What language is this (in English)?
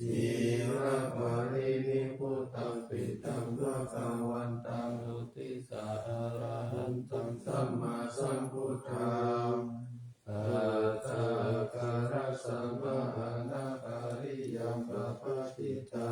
Pali